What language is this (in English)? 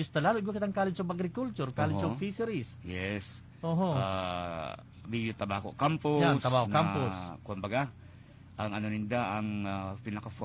Bikol